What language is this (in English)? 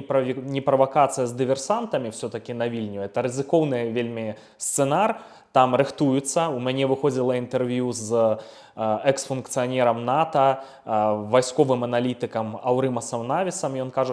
Belarusian